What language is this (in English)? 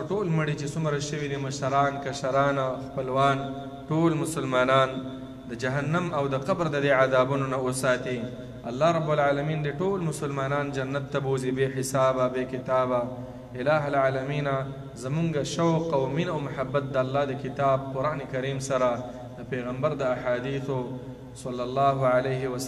Pashto